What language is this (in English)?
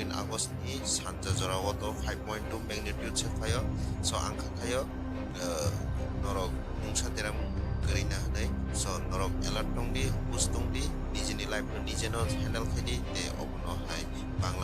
Kok Borok